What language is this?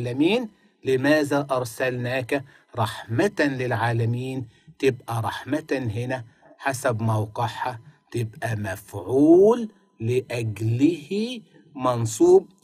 Egyptian Arabic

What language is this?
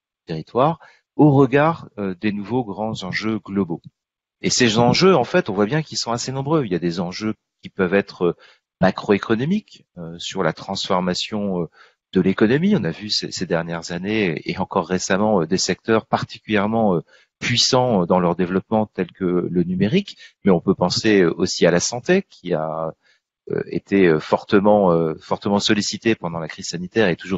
French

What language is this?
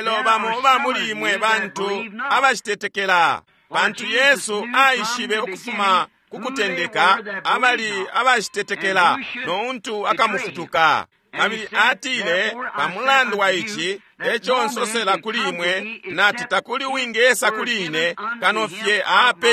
Bemba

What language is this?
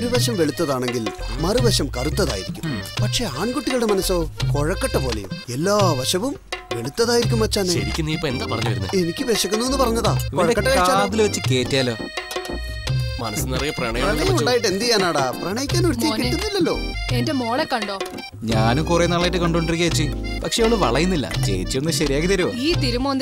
Malayalam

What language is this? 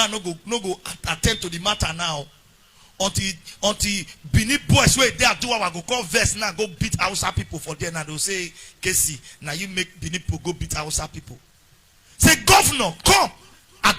Nigerian Pidgin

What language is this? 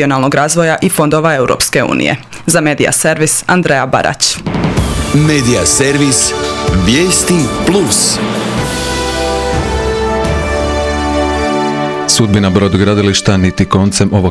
Croatian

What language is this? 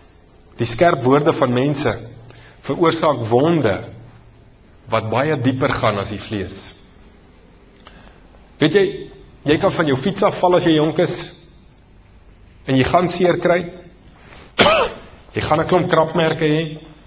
Afrikaans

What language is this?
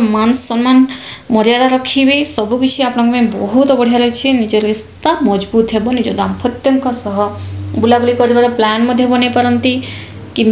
Odia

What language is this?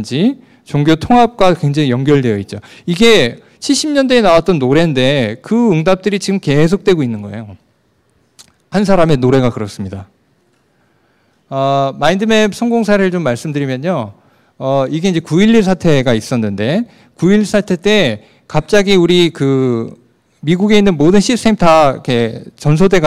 Korean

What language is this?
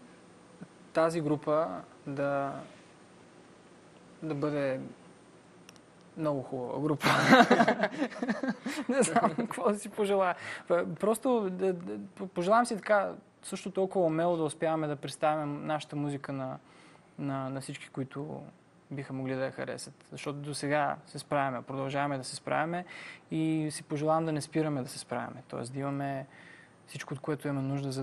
Bulgarian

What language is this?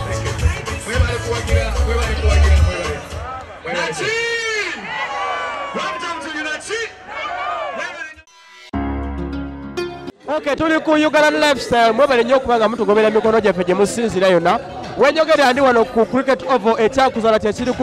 Ganda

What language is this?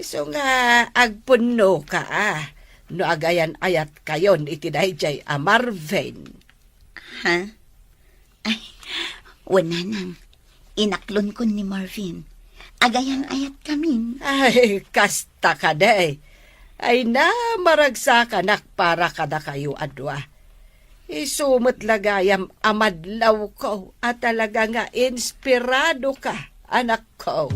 Iloko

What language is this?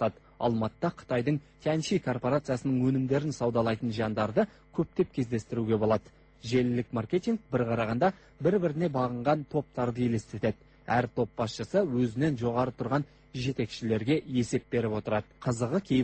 Kazakh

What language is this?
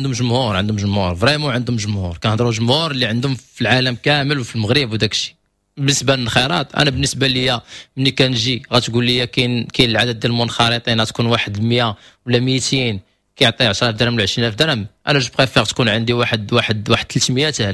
Moroccan Arabic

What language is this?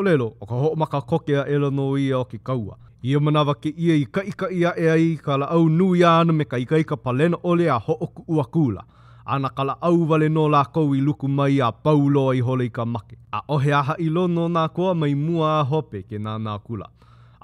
Hawaiian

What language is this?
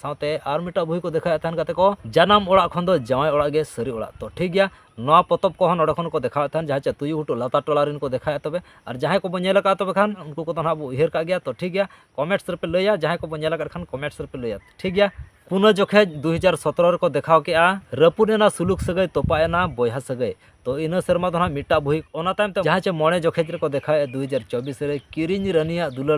Santali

